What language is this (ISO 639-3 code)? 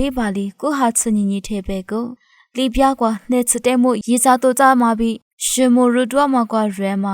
lis